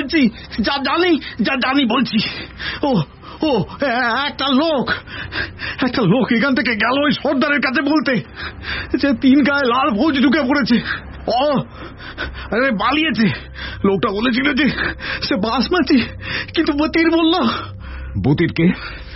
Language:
Bangla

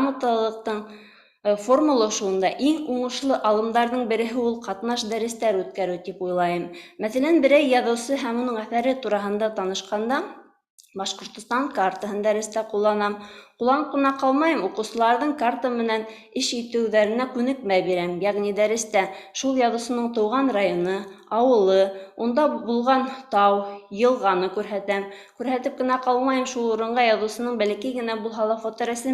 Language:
Bashkir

